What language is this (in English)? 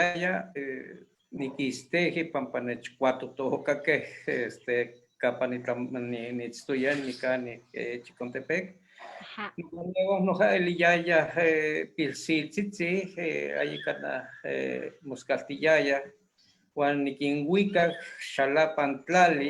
Eastern Huasteca Nahuatl